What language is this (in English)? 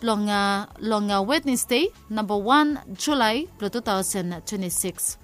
Bislama